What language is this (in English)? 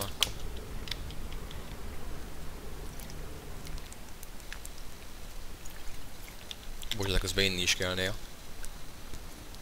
Hungarian